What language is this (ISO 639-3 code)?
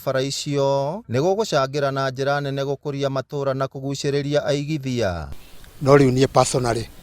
kik